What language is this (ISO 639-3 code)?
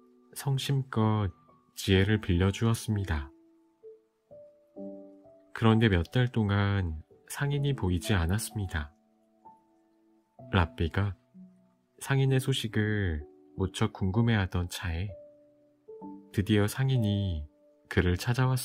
kor